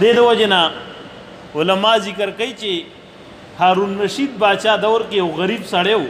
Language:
Pashto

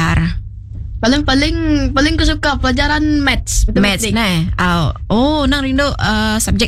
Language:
Iban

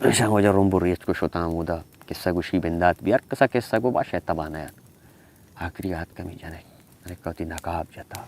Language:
Baluchi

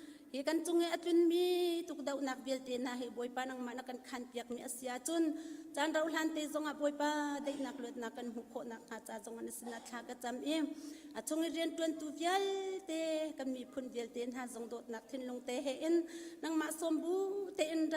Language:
Hakha Chin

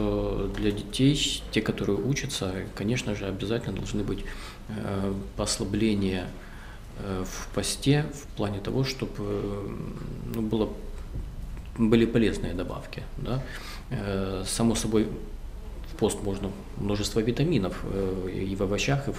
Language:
Russian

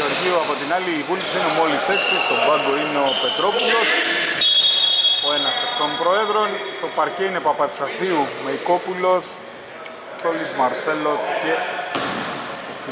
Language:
Greek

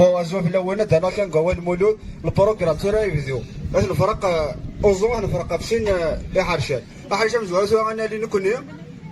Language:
Kabyle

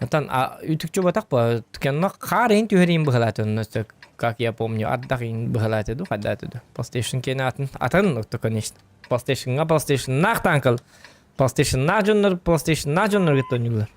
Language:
Yakut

